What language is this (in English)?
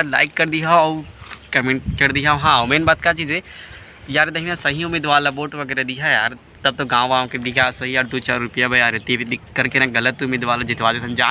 Chhattisgarhi